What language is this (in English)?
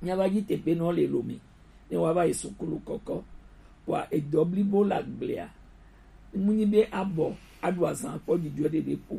Gen